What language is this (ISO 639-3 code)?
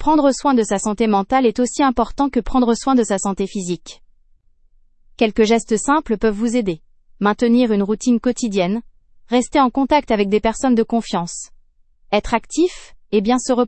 fra